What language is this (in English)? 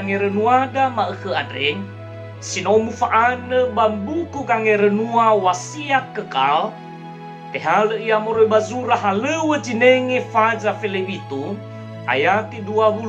Nias